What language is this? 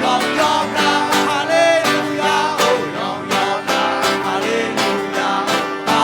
Shan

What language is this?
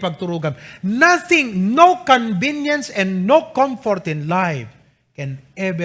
Iloko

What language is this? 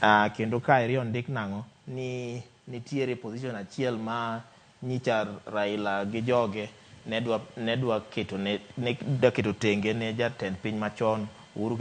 Luo (Kenya and Tanzania)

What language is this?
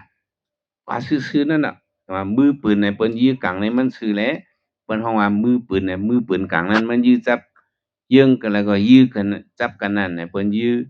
Shan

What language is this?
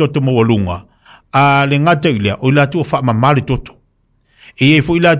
Samoan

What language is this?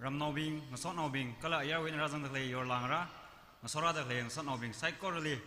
Tangkhul Naga (India)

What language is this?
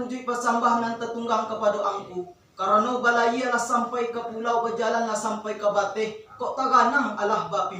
Minangkabau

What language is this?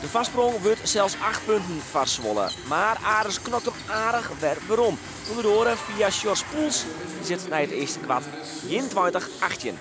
Western Frisian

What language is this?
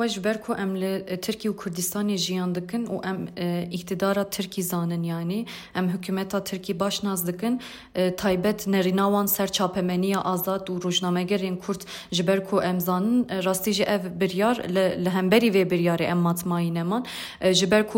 Kurdish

